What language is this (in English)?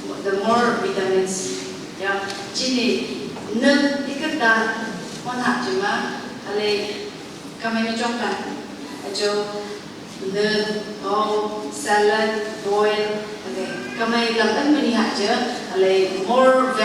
Phom Naga